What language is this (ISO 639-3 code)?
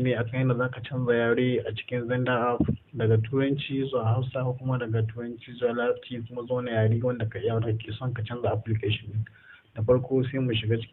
hau